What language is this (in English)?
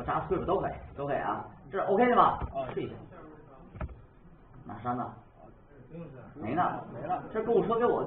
Chinese